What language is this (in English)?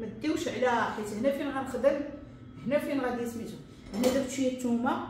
Moroccan Arabic